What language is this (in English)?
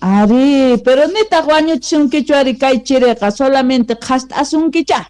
Quechua